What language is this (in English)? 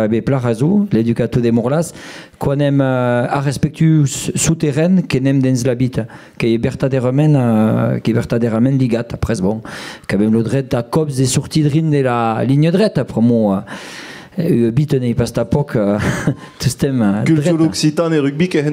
Occitan